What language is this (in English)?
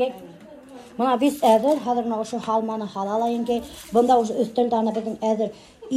Bashkir